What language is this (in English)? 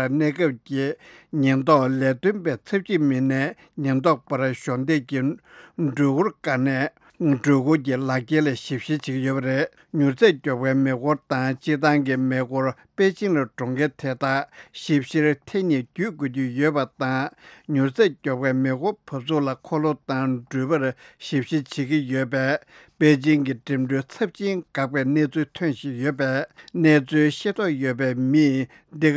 Tibetan